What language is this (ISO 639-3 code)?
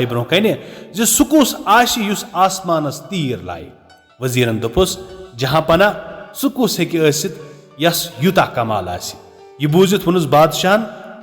kas